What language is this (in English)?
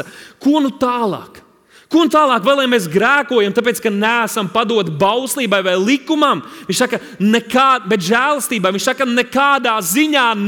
Latvian